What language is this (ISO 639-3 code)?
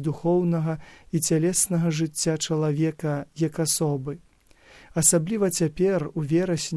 bel